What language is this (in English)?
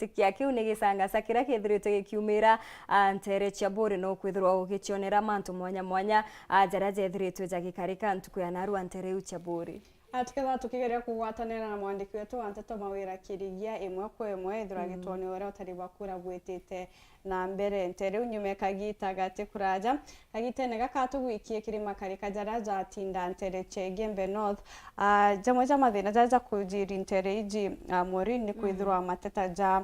Meru